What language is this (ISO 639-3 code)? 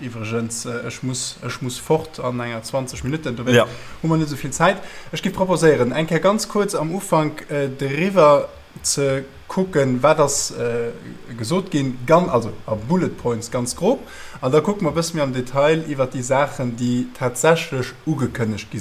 ltz